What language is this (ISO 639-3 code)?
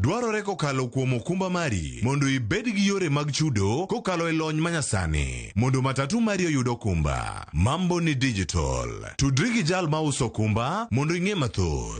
luo